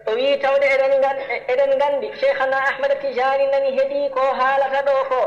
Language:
Fula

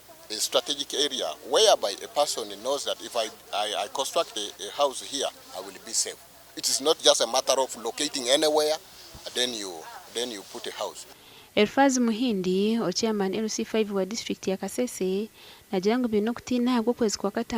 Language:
Nyankole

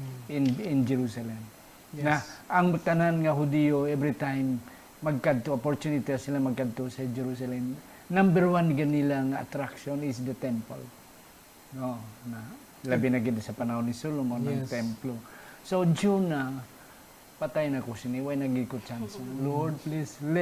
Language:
Hiligaynon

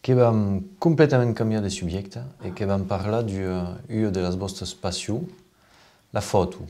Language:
Occitan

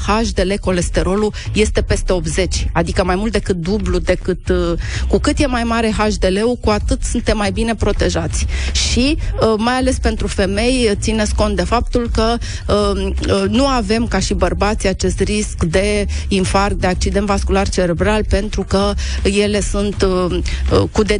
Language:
Romanian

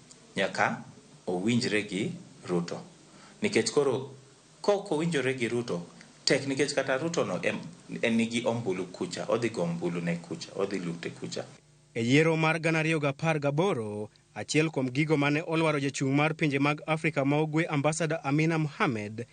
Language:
Luo (Kenya and Tanzania)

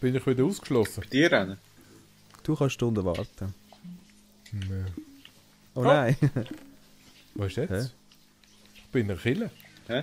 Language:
Swiss German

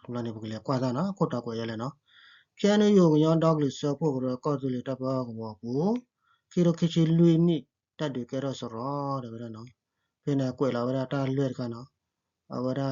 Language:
S'gaw Karen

